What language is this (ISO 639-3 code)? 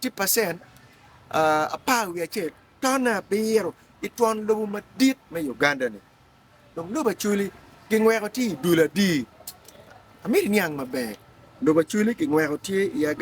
ach